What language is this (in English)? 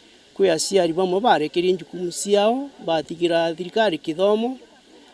Meru